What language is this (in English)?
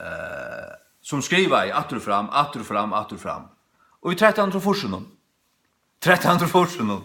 Faroese